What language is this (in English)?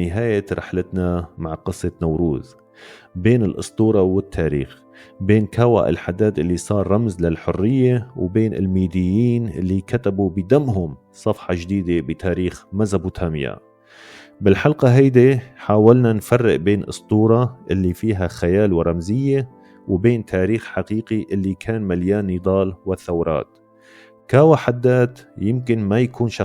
North Levantine Arabic